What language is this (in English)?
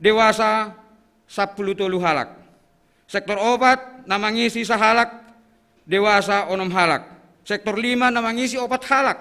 Batak Simalungun